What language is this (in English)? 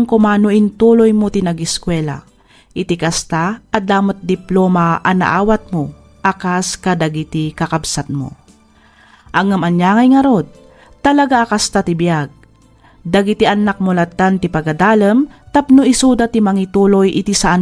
Iloko